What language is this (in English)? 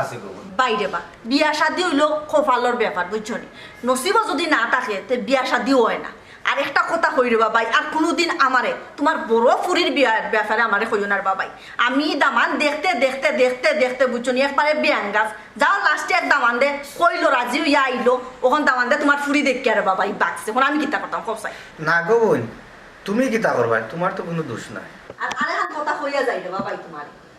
Sylheti